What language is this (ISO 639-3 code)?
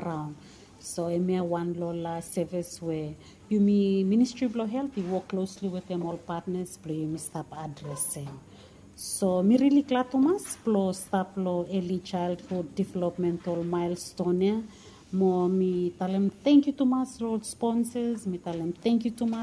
bis